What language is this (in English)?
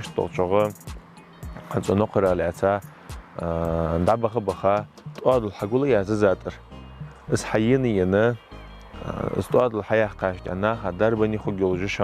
Ingush